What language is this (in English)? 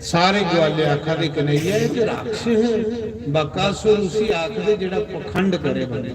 Dogri